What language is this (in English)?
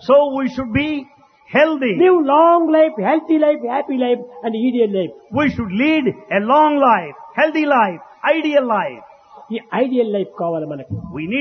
Telugu